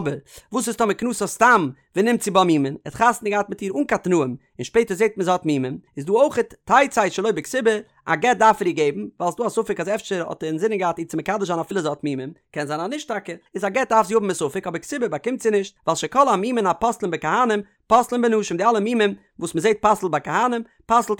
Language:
Yiddish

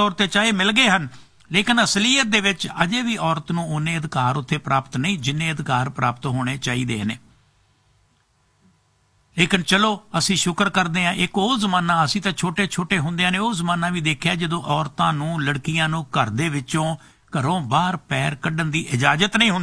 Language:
Punjabi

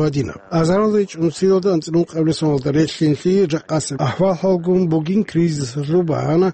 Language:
Avaric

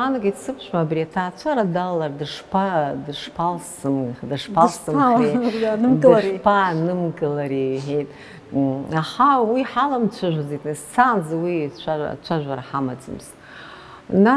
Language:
Abkhazian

